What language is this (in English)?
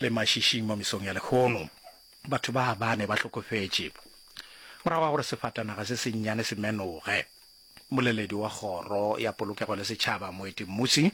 Northern Sotho